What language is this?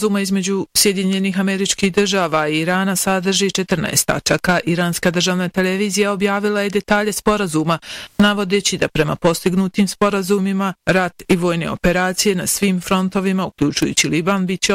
Bosnian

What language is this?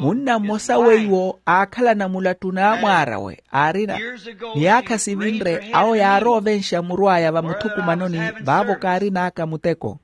Makhuwa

